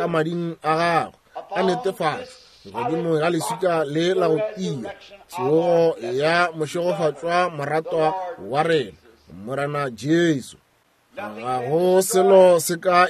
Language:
Northern Sotho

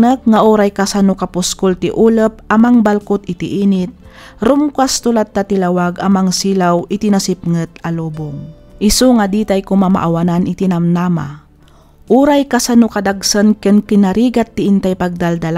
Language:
Iloko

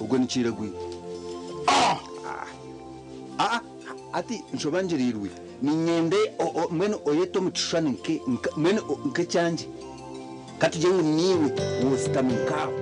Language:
Nyankole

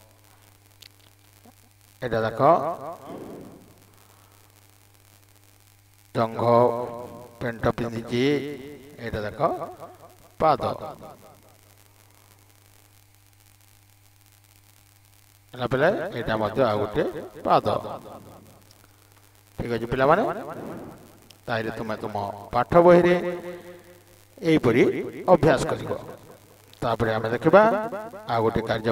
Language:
Odia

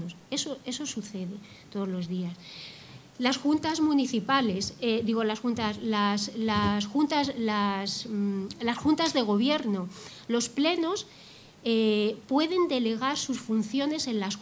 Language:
Spanish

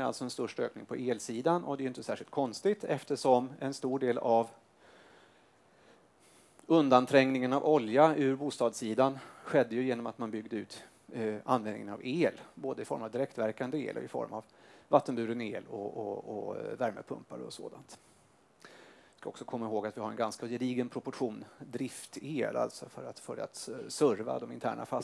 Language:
Swedish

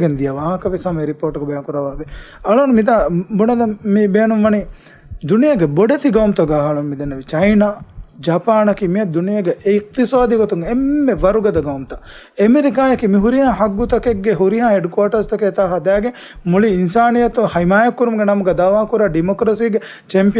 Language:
Divehi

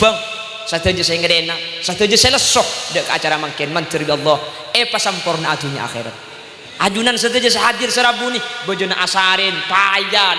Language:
Madurese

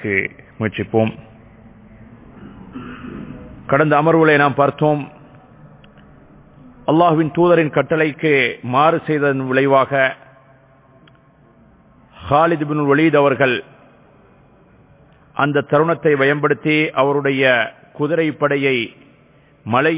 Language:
Tamil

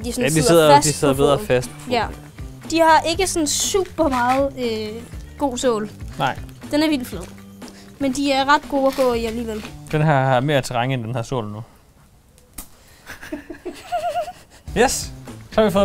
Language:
Danish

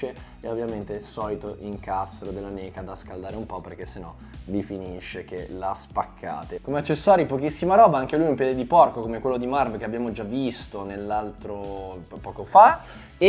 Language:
Italian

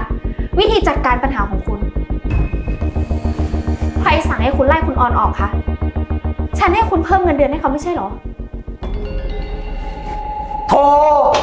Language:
Thai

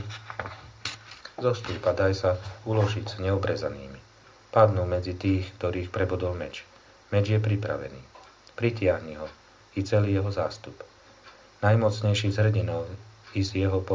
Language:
Slovak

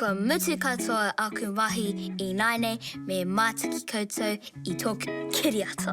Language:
Māori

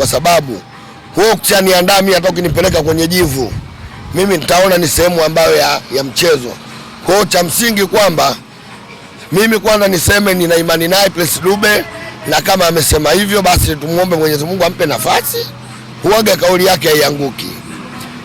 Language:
Swahili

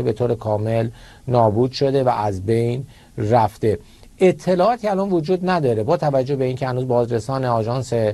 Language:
Persian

